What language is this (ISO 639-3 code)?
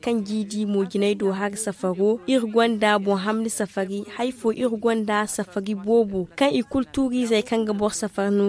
dje